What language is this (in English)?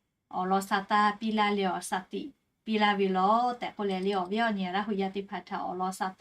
Lahu